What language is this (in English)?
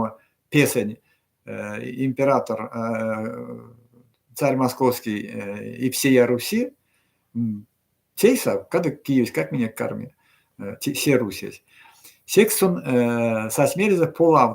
Erzya